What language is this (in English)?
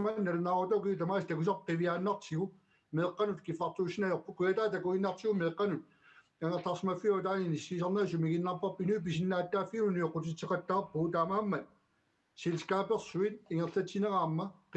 Kalaallisut